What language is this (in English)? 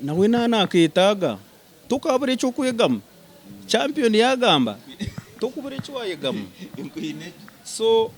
Nyankole